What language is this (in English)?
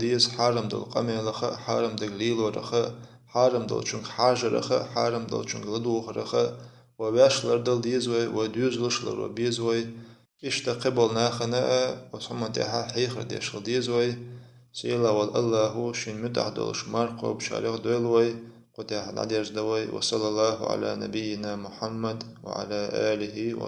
Chechen